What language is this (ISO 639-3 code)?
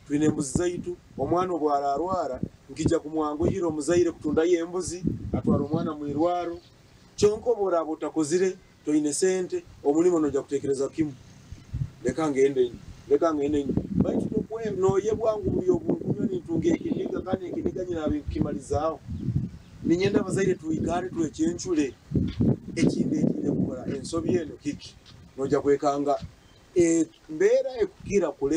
nyn